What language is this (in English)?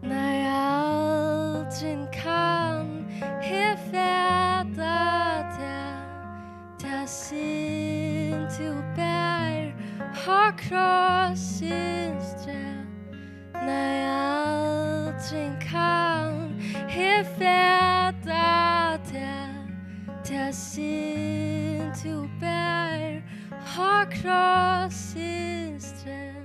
Faroese